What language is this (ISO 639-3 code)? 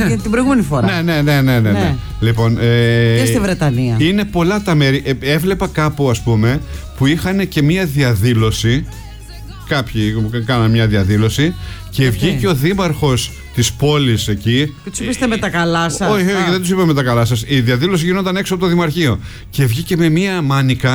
ell